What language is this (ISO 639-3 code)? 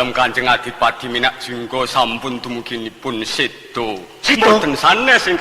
jav